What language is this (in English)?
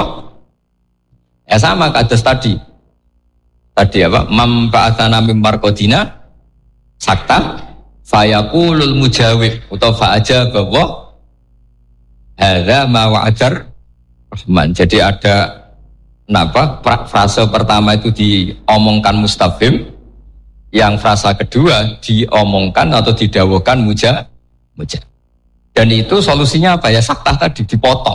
Javanese